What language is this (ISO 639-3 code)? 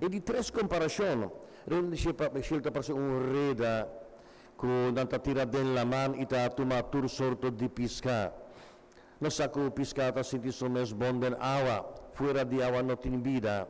pap